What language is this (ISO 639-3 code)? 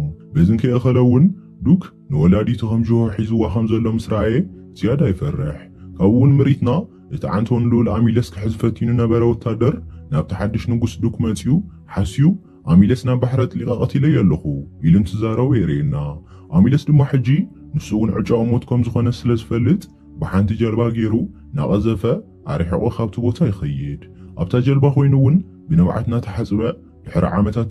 tir